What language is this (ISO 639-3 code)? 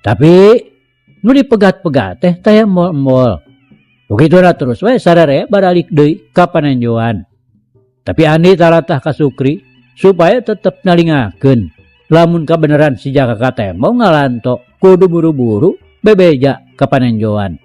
sun